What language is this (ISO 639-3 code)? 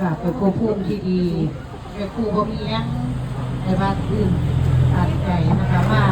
tts